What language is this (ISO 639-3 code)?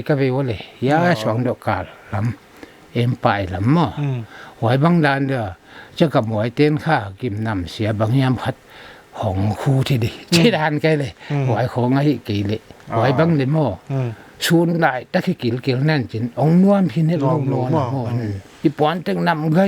pck